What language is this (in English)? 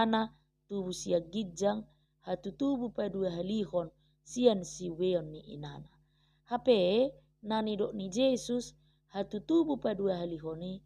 Batak Toba